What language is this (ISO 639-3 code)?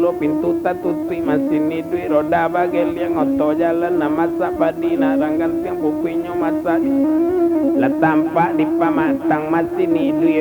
min